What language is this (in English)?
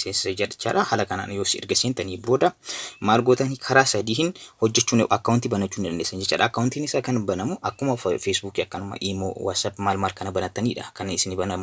Oromo